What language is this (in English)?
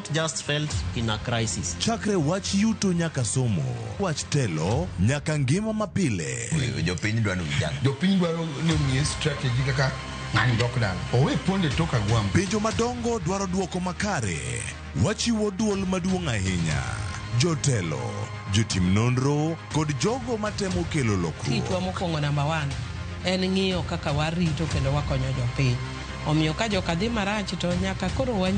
Luo (Kenya and Tanzania)